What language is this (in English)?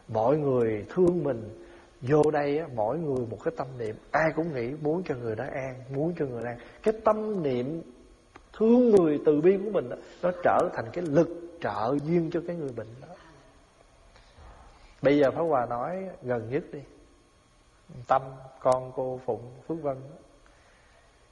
Vietnamese